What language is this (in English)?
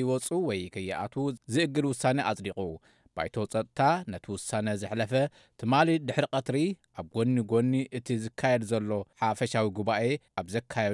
Tigrinya